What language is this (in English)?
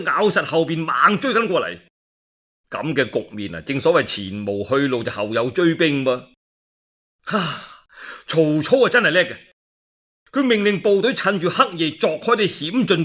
Cantonese